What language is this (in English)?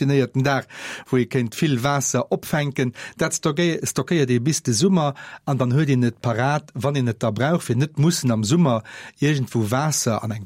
Luxembourgish